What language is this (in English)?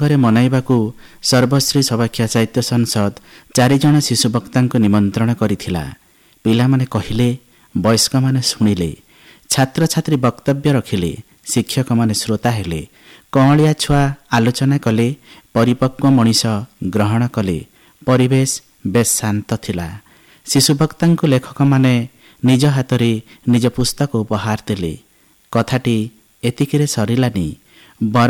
Odia